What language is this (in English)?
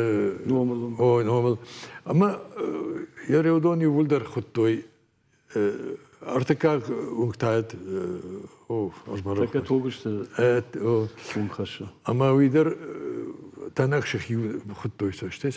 Ossetic